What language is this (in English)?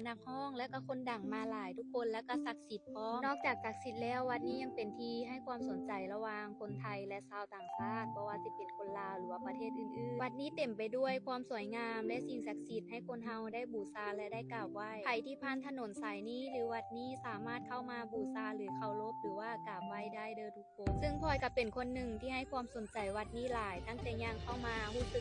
Lao